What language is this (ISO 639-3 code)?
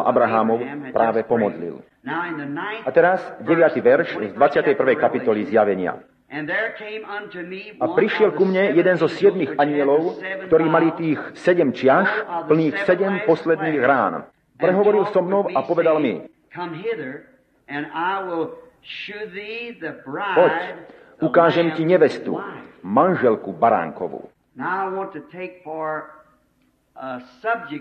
slk